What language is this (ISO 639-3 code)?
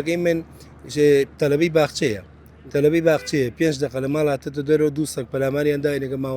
ckb